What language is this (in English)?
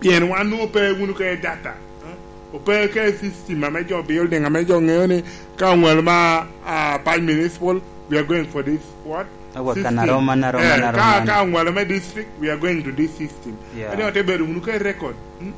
Lango (Uganda)